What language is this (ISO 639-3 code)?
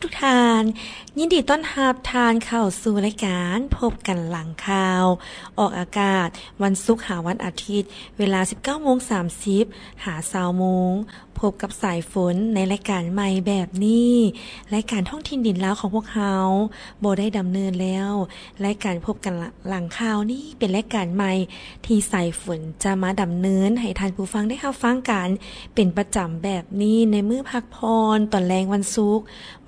lao